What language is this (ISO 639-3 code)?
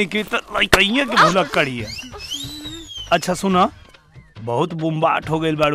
bho